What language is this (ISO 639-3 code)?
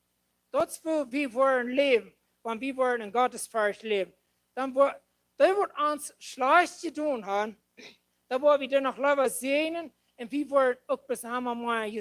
pdt